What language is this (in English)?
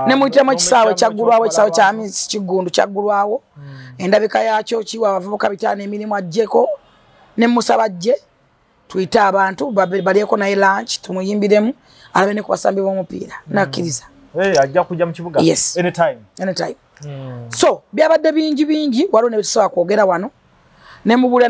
Ganda